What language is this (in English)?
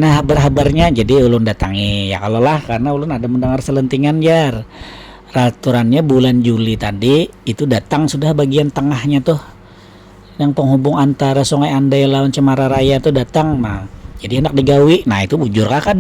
Banjar